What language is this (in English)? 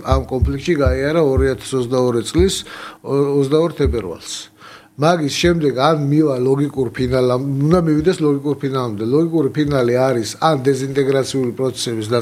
Georgian